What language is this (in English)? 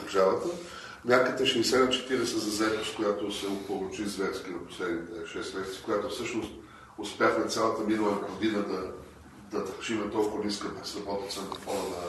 Bulgarian